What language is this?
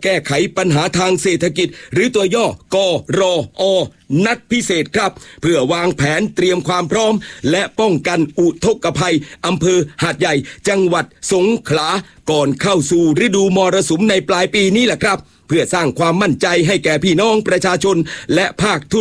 Thai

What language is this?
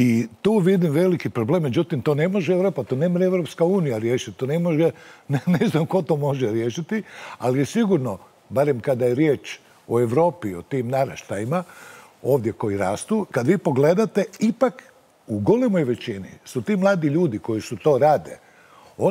Bosnian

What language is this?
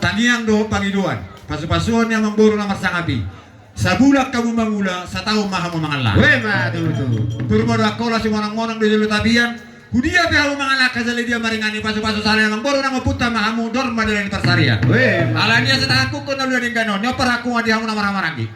Batak Toba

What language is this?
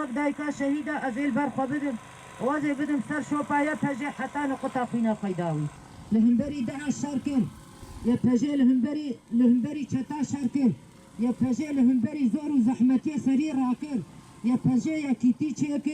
Kurdish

